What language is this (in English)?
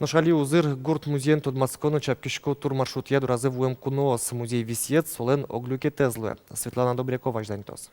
Udmurt